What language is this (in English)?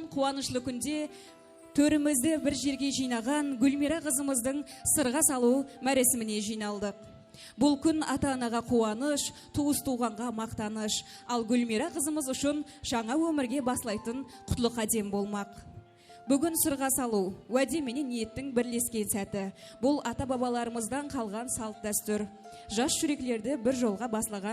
Kara-Kalpak